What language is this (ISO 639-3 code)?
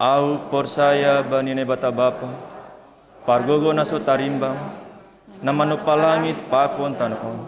bts